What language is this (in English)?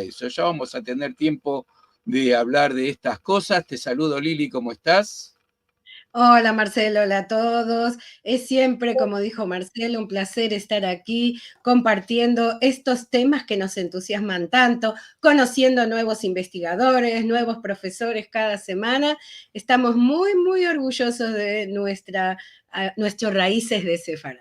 Ladino